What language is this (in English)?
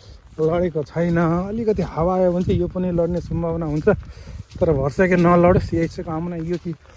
Nepali